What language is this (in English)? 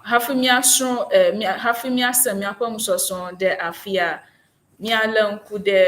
Ewe